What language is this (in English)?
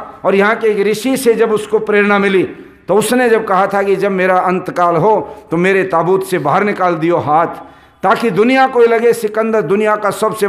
Hindi